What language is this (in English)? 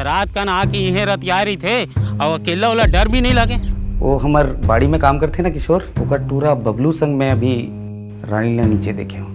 Chhattisgarhi